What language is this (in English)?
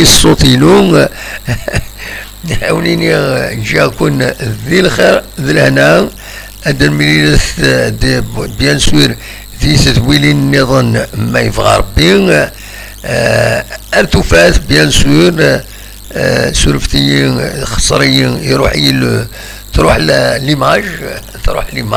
Kabyle